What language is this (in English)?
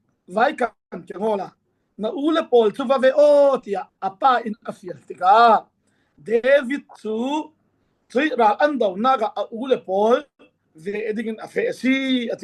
Falam Chin